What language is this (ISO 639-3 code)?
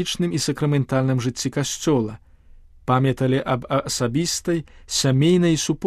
bel